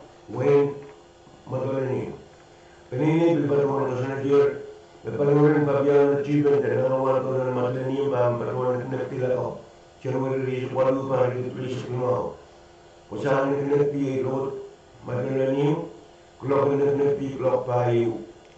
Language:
Pohnpeian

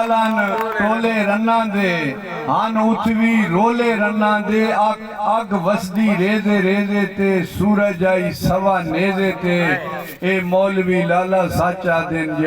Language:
Saraiki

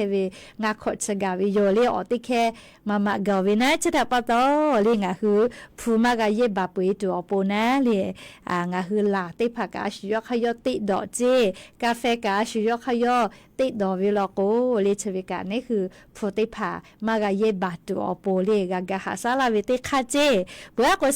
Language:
Lahu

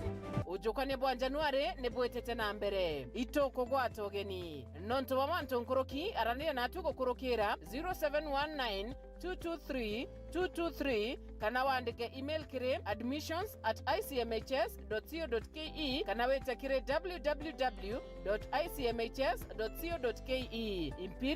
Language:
Meru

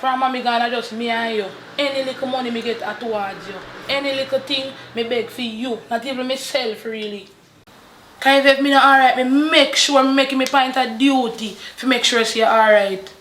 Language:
Jamaican Creole English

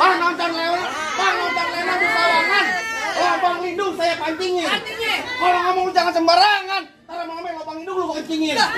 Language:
Betawi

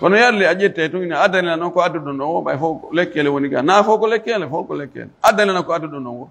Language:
Fula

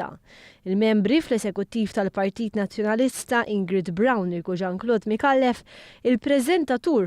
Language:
Maltese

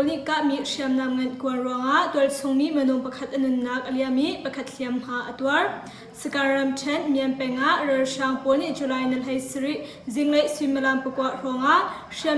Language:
Hakha Chin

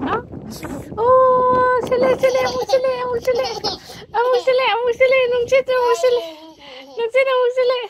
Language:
Manipuri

